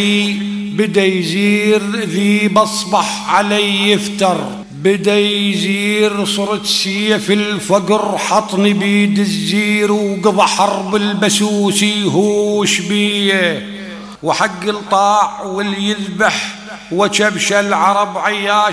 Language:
Mesopotamian Arabic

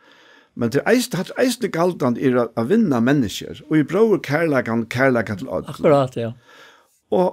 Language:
Faroese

